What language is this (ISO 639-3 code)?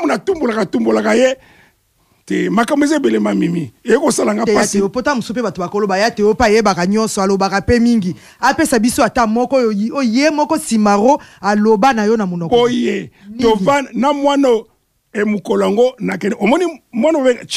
lin